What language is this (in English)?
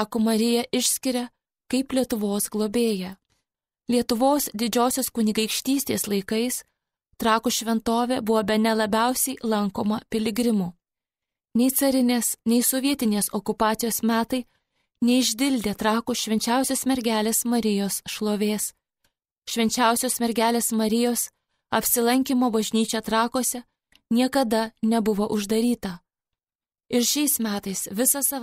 Lithuanian